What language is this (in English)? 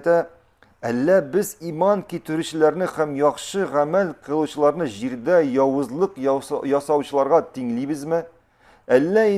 Tatar